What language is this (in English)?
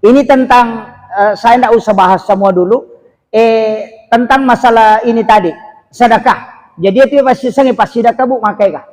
Buginese